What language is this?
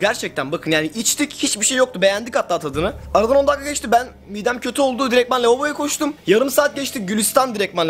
Turkish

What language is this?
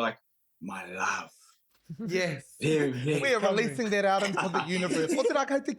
Māori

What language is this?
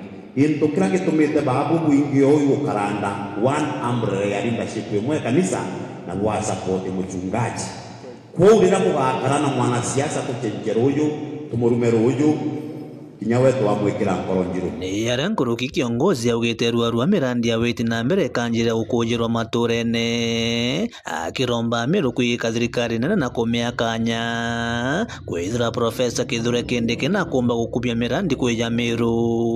Meru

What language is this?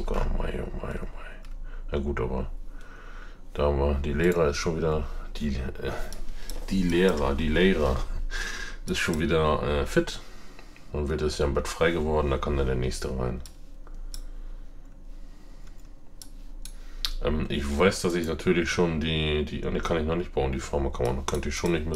German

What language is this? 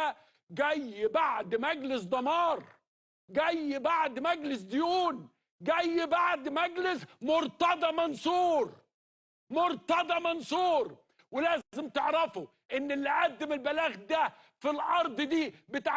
Egyptian Arabic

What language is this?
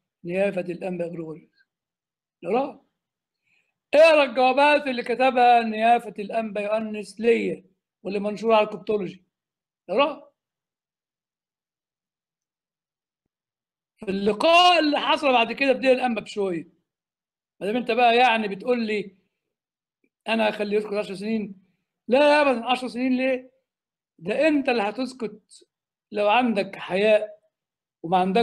Egyptian Arabic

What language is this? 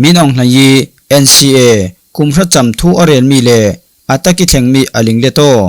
Falam Chin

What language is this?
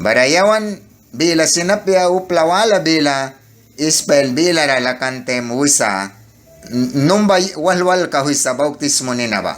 Mískito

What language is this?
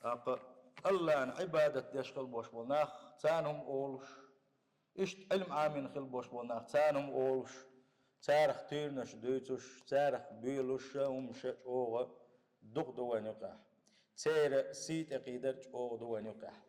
Chechen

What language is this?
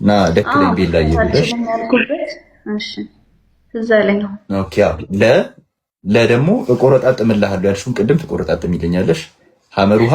Amharic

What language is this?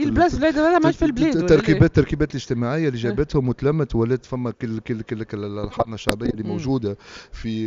Tunisian Arabic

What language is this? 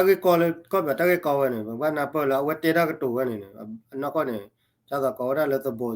S'gaw Karen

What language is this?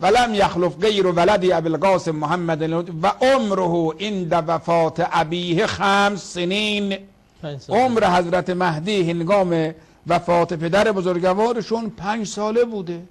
Persian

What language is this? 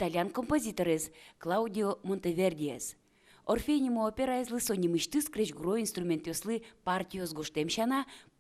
Udmurt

